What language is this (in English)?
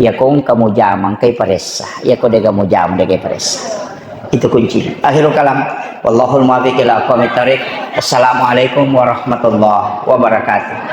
Buginese